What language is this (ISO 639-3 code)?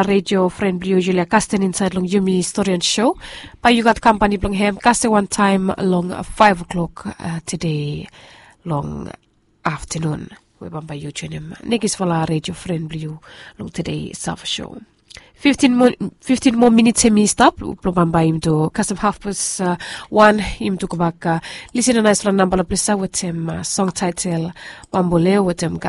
bis